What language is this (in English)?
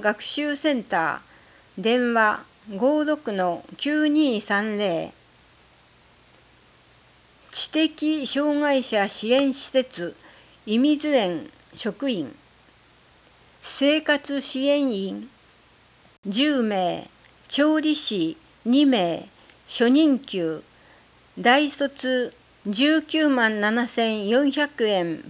Japanese